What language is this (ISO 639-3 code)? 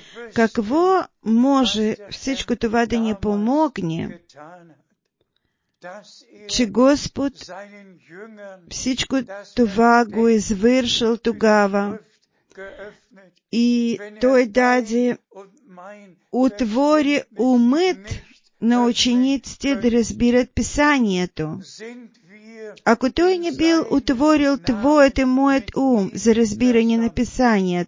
bul